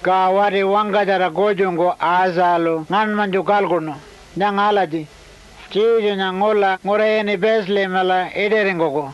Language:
Pitjantjatjara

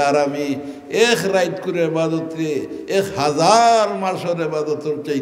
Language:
Sylheti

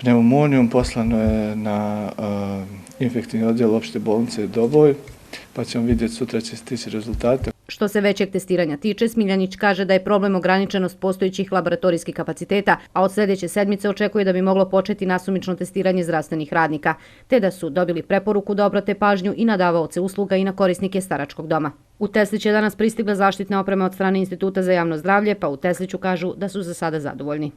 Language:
Bosnian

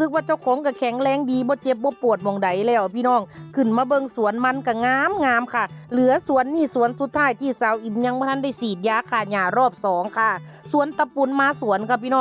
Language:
Northeastern Thai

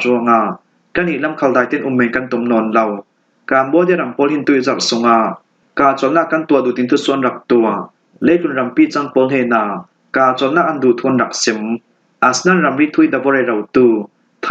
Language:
Falam Chin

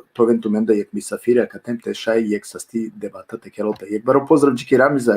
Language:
Balkan Romani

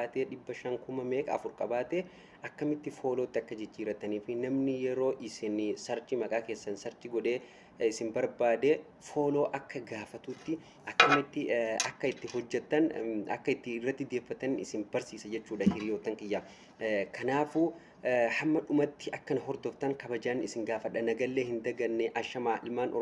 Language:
Oromo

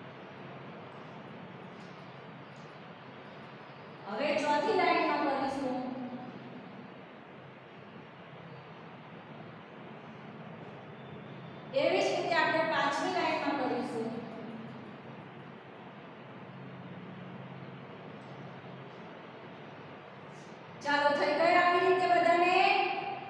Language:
Gujarati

